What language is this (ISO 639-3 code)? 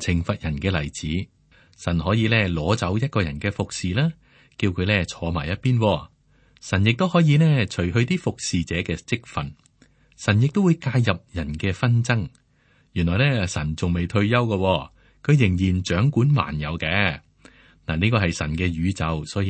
yue